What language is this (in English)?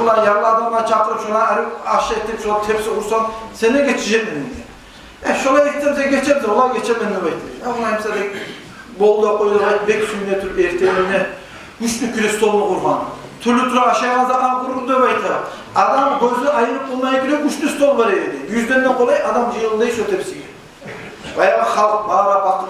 Kumyk